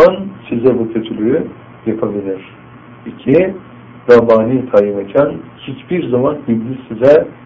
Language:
Turkish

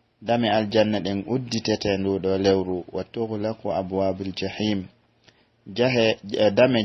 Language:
Pular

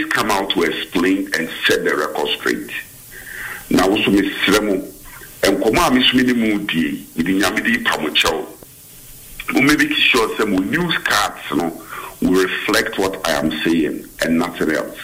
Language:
English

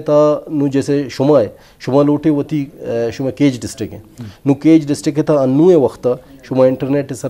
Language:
Baluchi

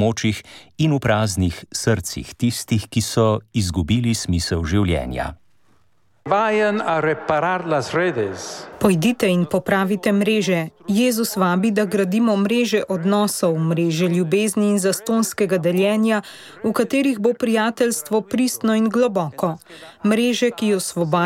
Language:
Slovenian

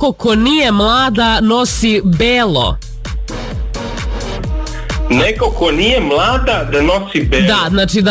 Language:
Serbian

